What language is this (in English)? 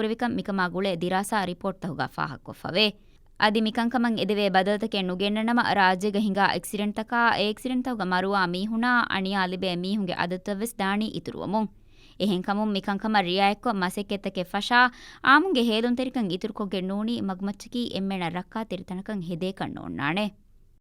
Divehi